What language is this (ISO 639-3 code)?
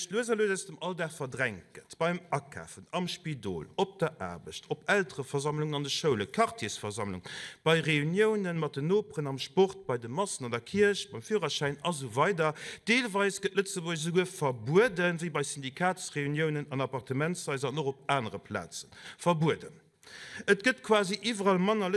ltz